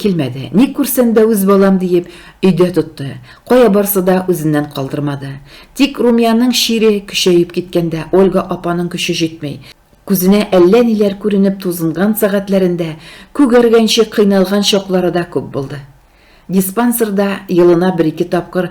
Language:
Tatar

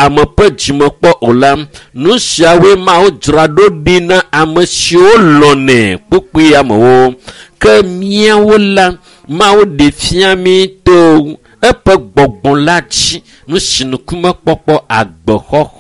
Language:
Ewe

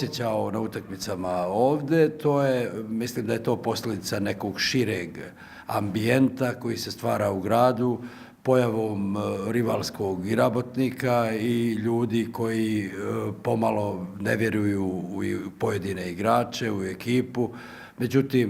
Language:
Bosnian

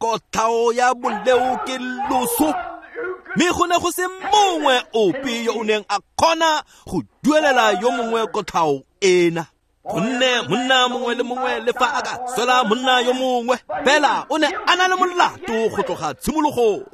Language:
Tswana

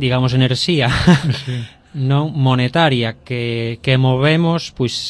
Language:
Galician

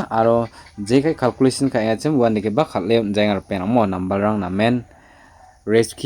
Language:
Garo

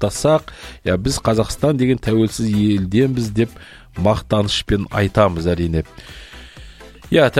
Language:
Kazakh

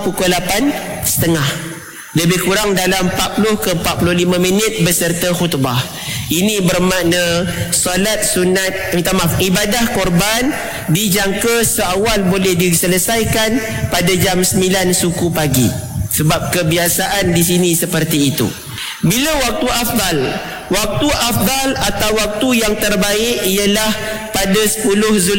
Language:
Malay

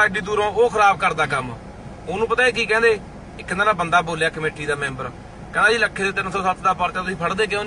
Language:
Punjabi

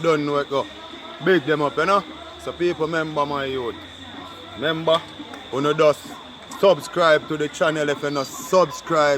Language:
Jamaican Creole English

